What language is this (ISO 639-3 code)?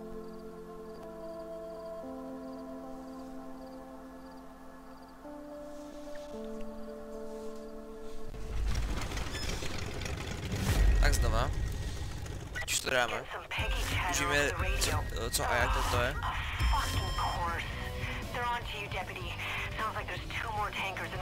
ces